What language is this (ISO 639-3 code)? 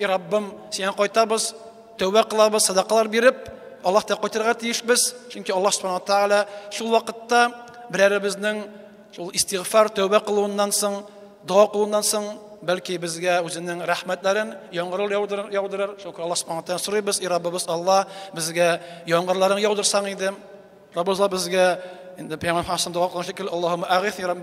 tat